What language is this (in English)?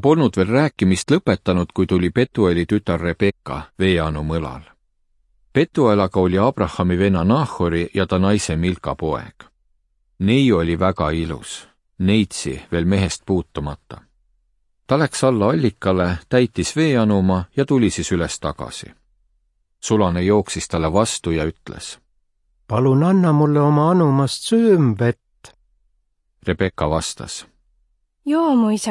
Estonian